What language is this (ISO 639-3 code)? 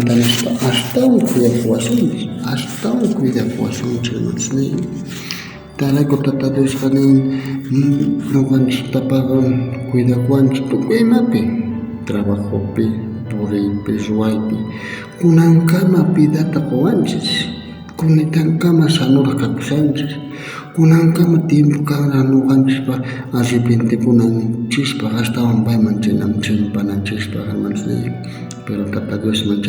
quh